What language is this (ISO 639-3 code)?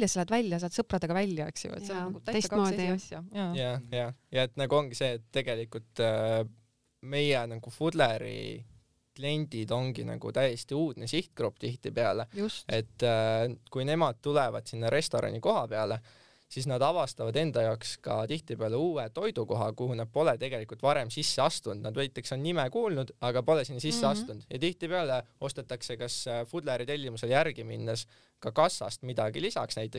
est